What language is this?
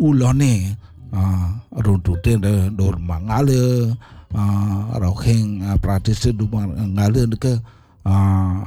Balinese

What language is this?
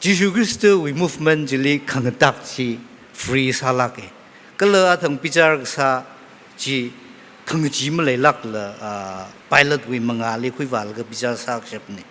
Tangkhul Naga (India)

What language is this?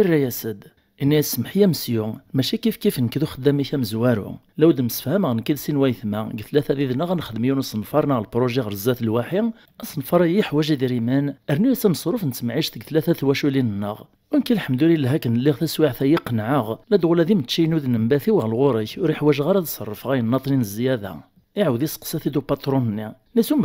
Kabyle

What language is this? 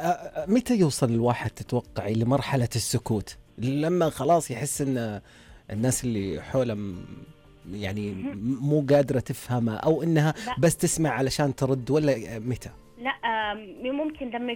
Najdi Arabic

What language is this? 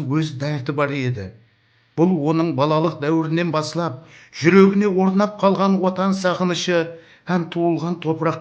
Kara-Kalpak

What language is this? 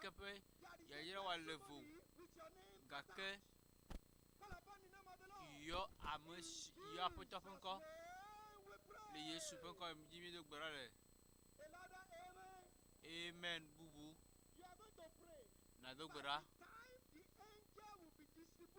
Ewe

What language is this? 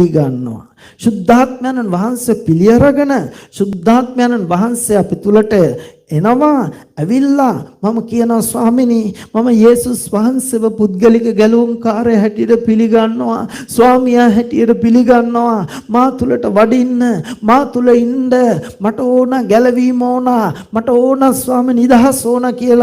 Sinhala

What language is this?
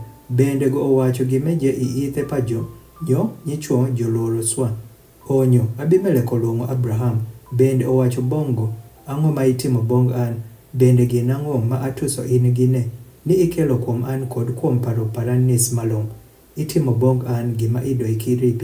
Adhola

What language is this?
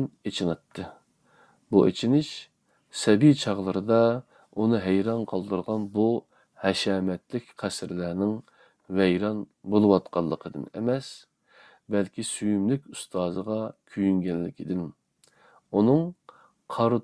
Uyghur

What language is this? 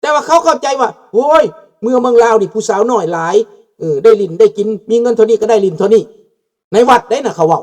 Lao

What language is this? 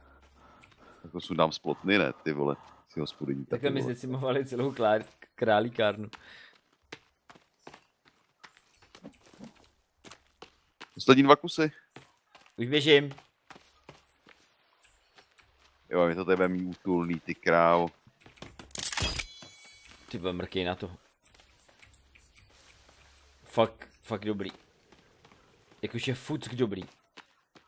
Czech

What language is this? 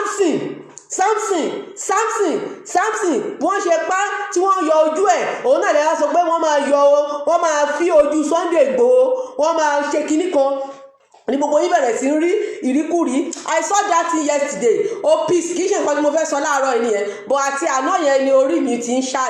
Yoruba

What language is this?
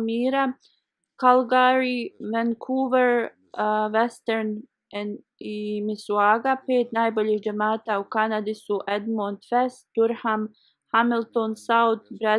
Bosnian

